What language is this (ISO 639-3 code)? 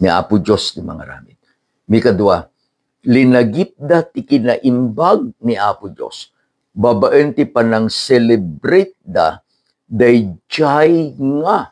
ilo